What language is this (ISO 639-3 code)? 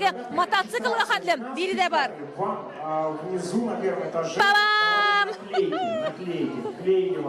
tat